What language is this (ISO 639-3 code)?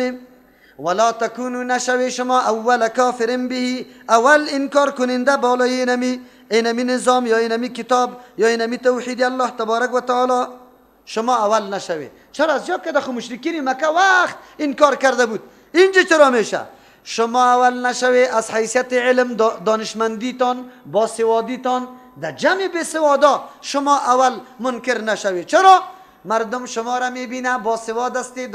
fas